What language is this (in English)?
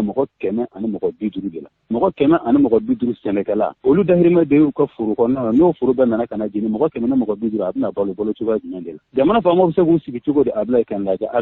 Bambara